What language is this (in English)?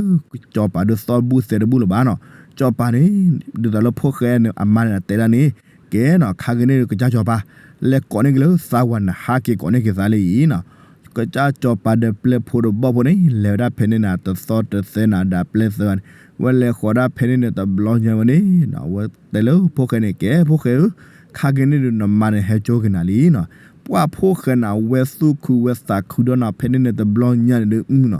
S'gaw Karen